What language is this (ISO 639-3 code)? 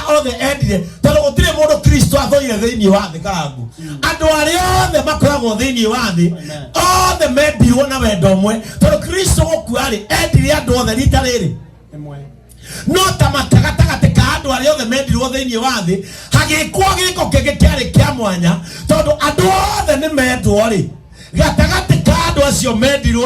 kik